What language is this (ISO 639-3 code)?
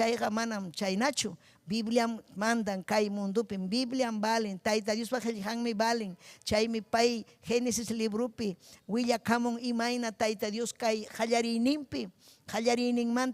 quy